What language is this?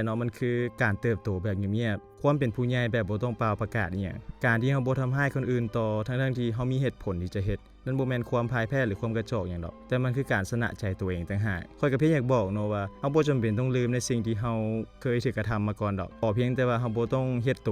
Lao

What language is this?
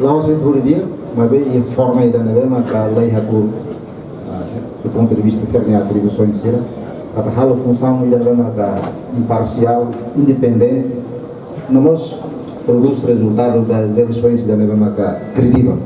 Tetum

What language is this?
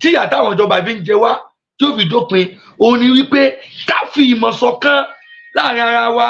Yoruba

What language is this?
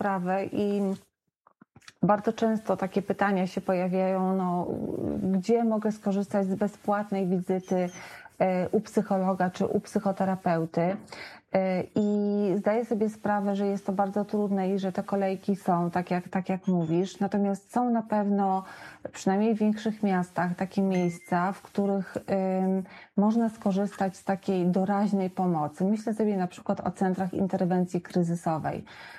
Polish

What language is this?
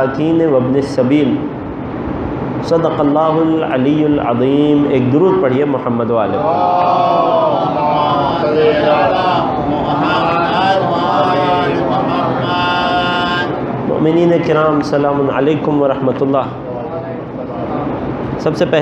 Urdu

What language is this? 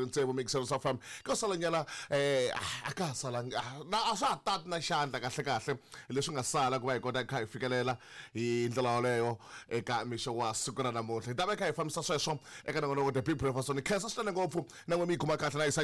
Tsonga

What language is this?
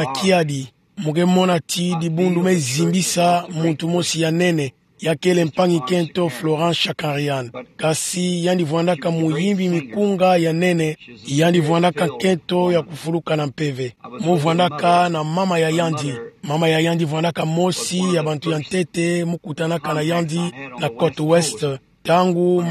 Kituba (Democratic Republic of Congo)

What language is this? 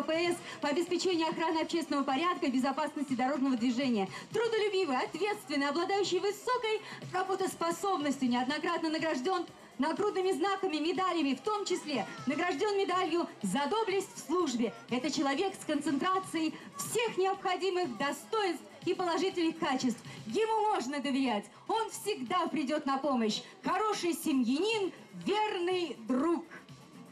Russian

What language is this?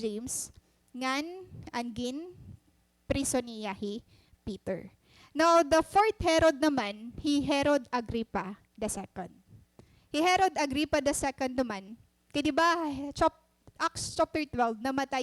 Waray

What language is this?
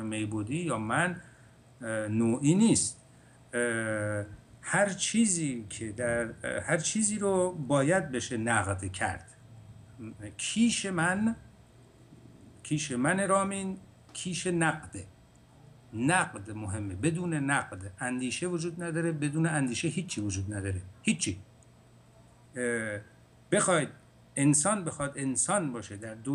Persian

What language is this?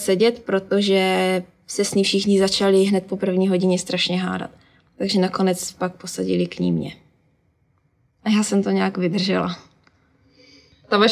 Czech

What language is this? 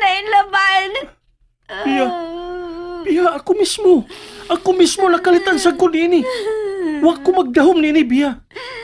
Cebuano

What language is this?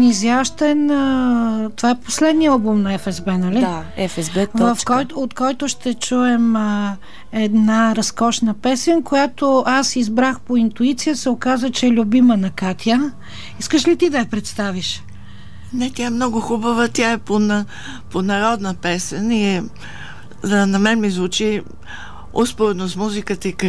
Bulgarian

